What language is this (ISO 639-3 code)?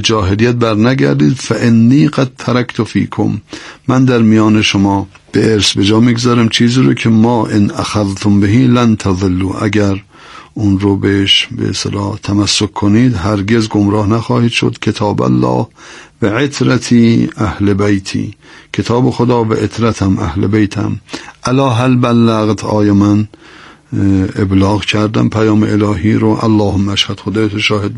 fas